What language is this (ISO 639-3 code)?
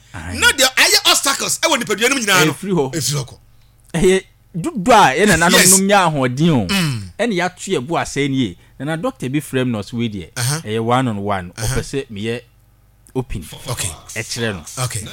aka